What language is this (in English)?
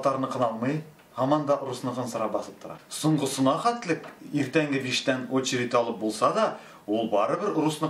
Tatar